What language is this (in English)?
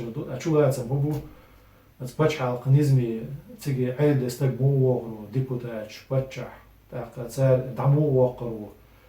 Chechen